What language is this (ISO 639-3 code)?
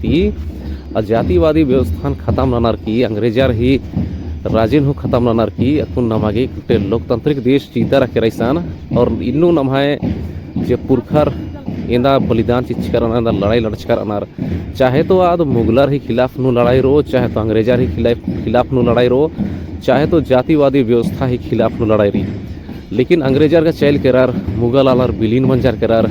kru